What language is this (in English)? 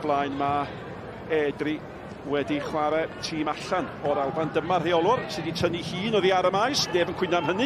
Welsh